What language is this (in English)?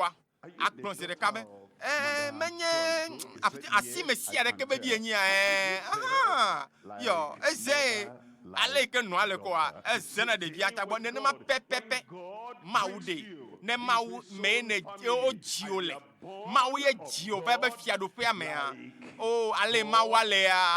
Ewe